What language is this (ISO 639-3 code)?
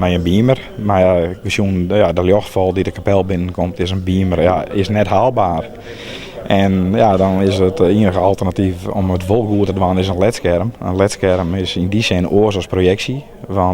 fry